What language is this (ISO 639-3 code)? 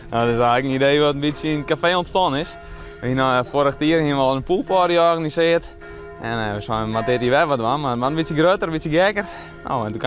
fry